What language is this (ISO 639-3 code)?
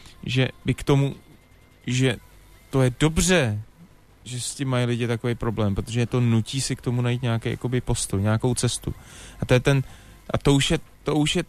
ces